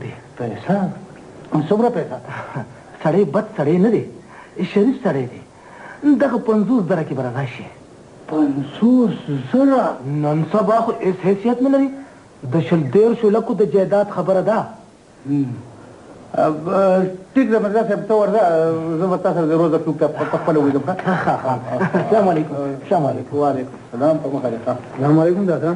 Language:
Pashto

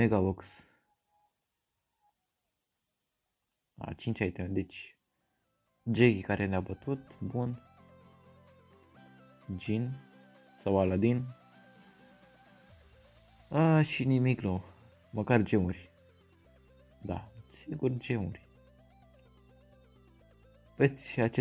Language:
Romanian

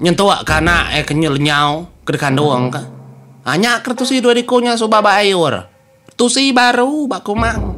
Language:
Iban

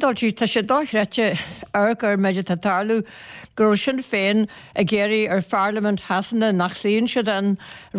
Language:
Irish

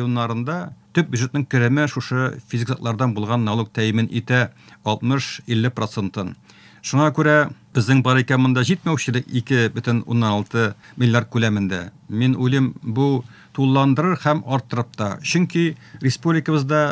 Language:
Tatar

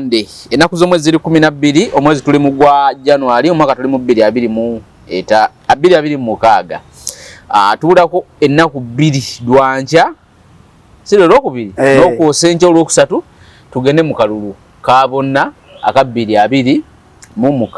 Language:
Ganda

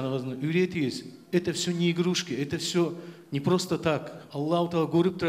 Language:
Kumyk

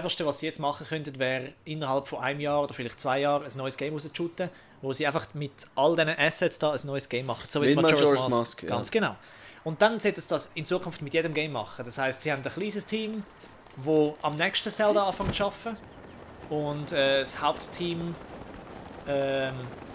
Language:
Swiss German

